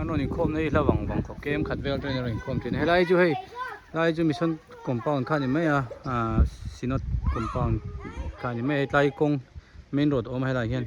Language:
Hmar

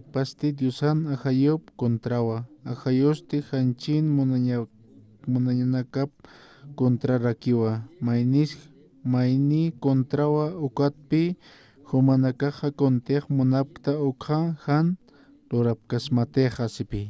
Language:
Aymara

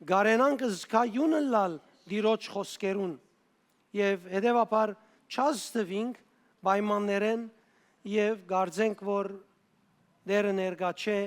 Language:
Western Armenian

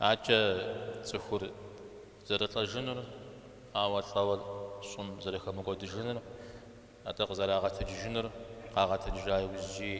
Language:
Kabardian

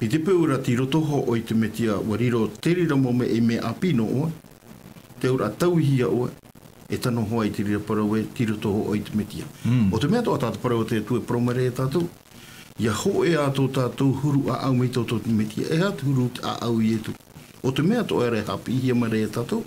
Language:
Tahitian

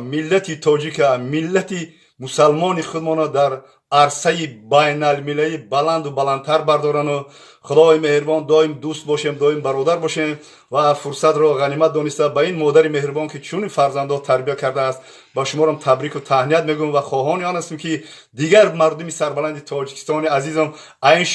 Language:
Tajik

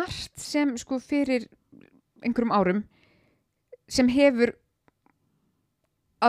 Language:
Icelandic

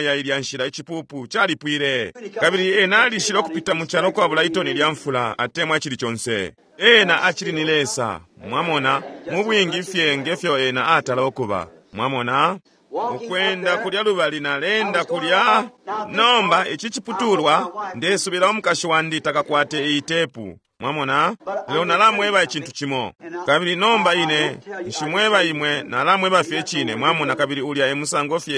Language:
Bemba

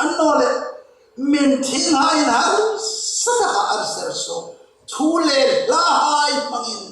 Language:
Hmar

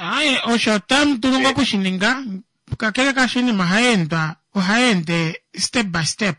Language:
Kuanyama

